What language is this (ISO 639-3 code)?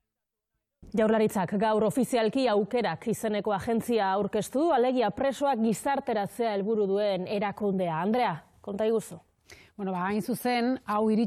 eus